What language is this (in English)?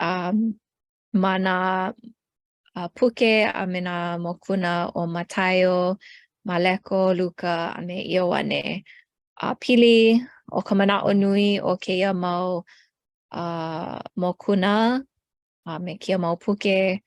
Hawaiian